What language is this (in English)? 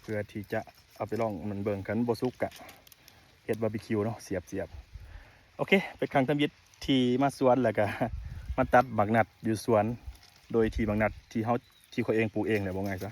Lao